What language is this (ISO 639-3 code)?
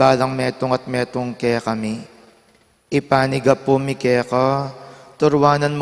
pam